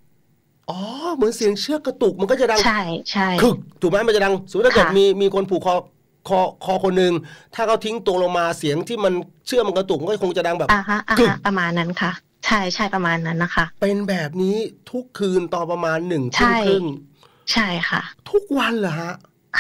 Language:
Thai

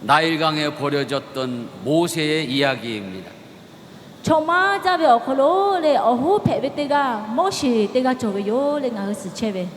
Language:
Lahu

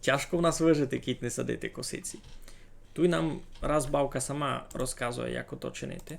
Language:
Rusyn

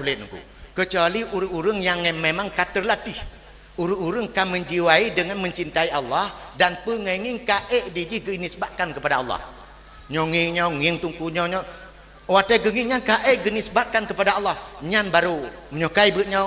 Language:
Achinese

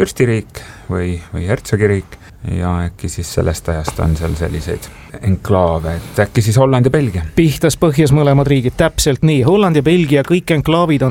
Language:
Estonian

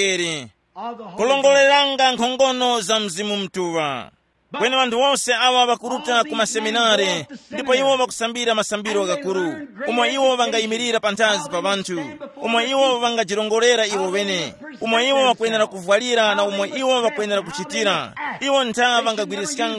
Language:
Tumbuka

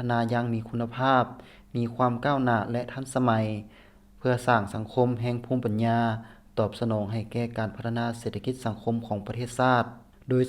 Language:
Lao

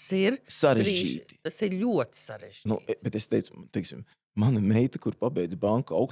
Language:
Latvian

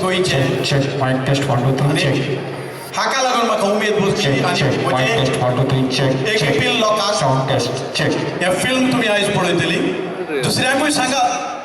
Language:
Konkani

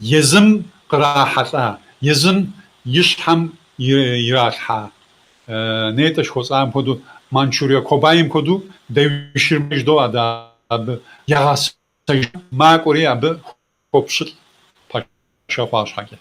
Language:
Kabardian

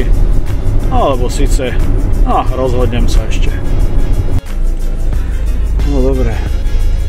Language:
Slovak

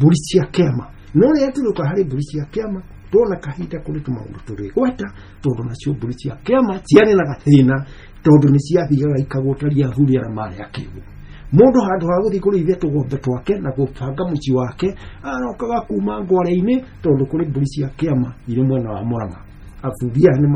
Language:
Kikuyu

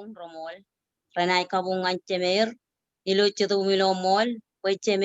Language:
Marshallese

